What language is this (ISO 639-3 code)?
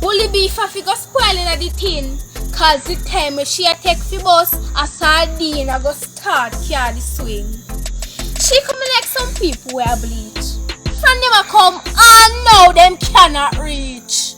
jam